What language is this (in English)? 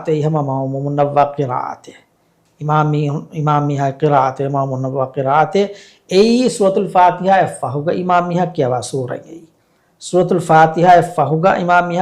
Divehi